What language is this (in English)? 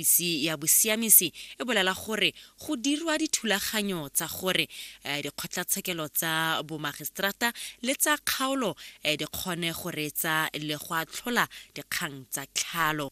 Tswana